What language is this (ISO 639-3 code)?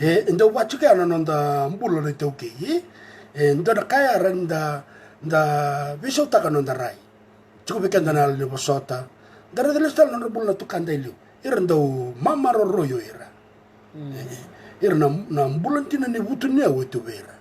fij